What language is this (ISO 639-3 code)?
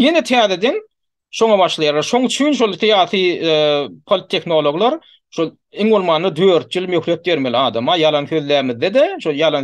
tuk